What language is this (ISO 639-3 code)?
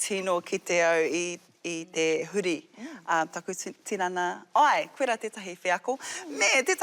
mri